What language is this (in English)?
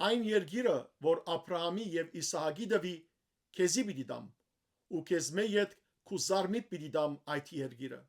Western Armenian